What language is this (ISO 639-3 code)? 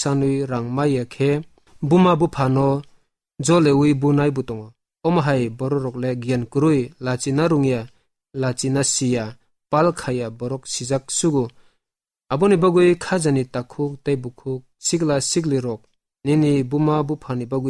trp